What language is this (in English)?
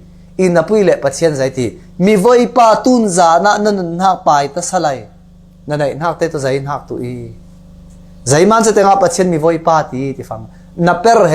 Falam Chin